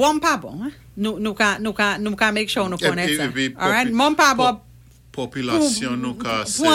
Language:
Saint Lucian Creole French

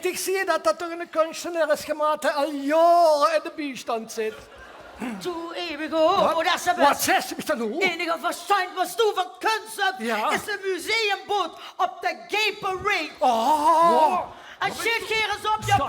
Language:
Limburgish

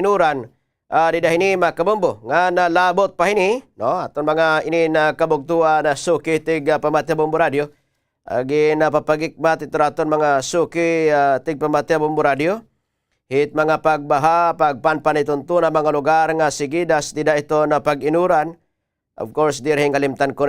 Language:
Waray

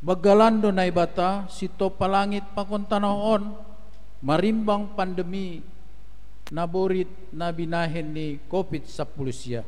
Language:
Batak Simalungun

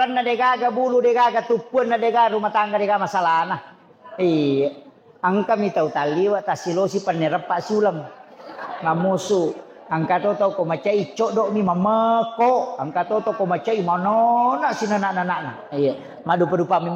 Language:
Buginese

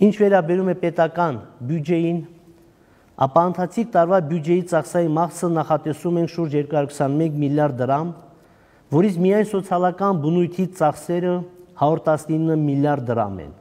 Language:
Armenian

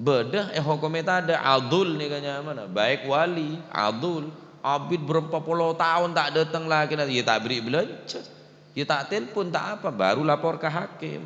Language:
Madurese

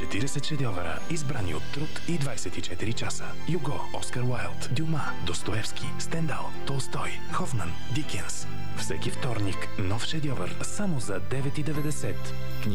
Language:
Bulgarian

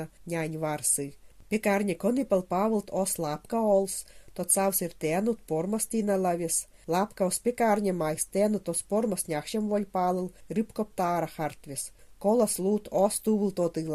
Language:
Mansi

